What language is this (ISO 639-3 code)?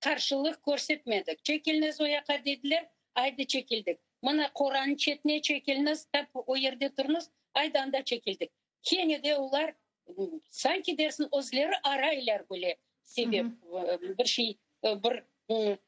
crh